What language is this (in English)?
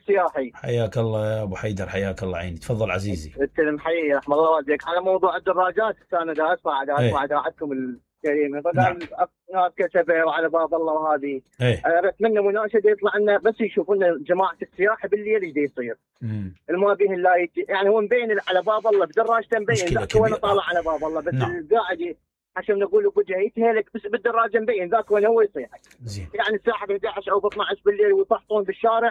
Mesopotamian Arabic